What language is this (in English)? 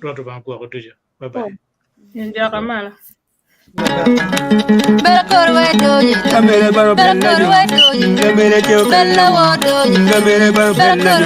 Acoli